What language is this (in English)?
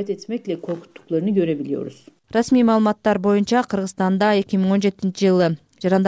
Kyrgyz